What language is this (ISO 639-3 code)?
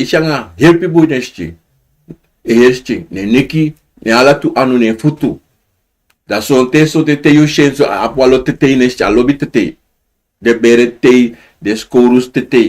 srn